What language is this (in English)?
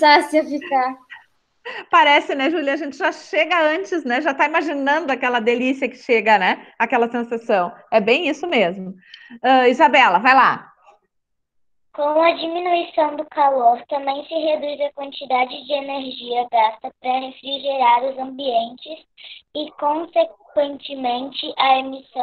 Portuguese